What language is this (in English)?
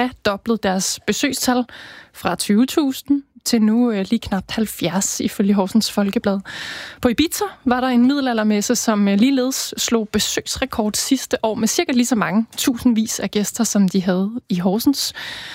Danish